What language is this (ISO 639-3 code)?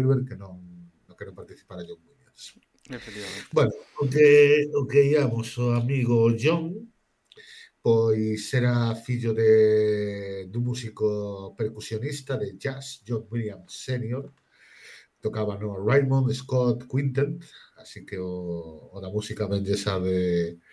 glg